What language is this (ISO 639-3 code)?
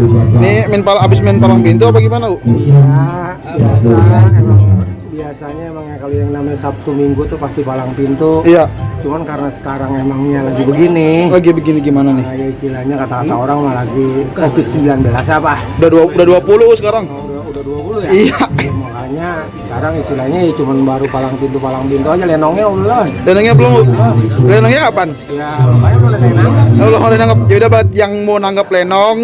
bew